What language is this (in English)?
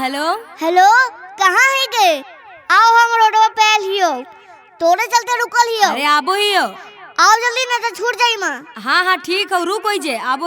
Magahi